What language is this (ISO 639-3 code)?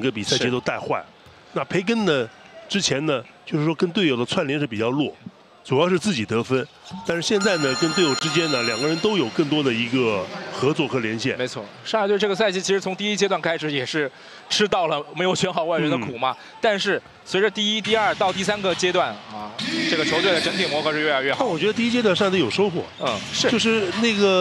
zho